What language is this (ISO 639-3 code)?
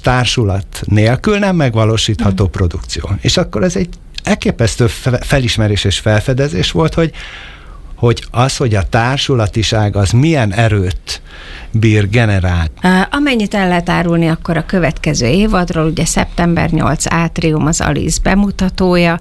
hun